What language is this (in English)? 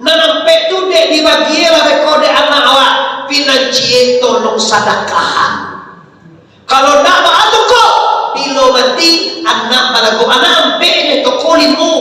Minangkabau